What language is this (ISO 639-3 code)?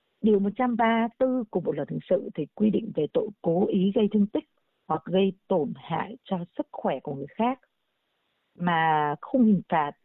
vie